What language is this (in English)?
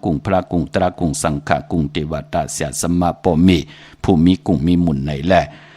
Shan